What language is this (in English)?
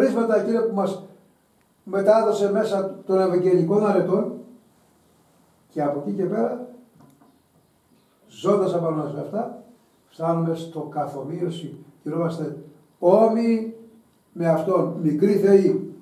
Greek